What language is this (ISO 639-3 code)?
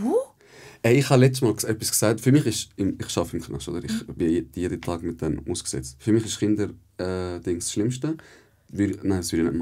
gsw